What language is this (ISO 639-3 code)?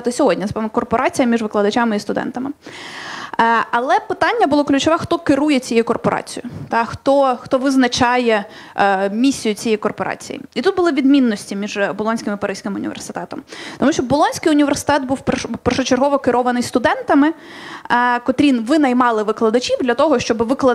ukr